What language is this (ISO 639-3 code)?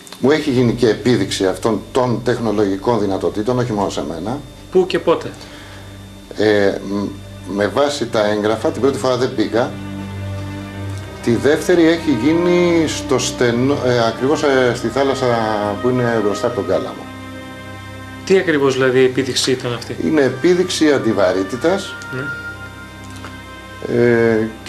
ell